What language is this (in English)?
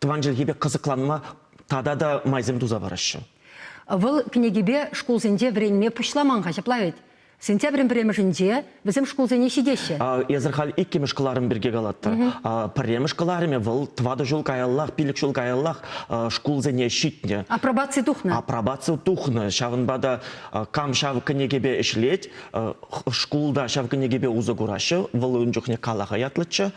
Chuvash